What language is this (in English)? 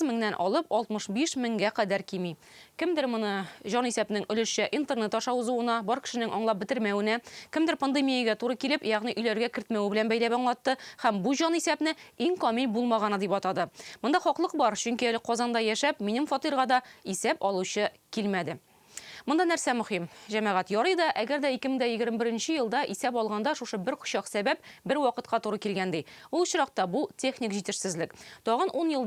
Tatar